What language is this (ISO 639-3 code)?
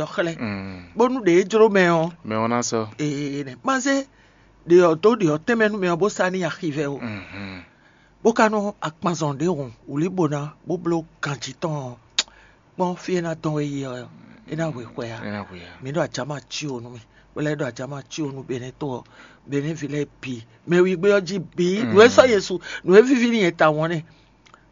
fon